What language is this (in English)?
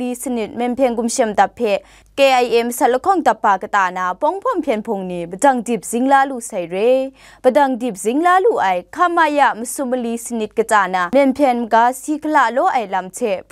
Kachin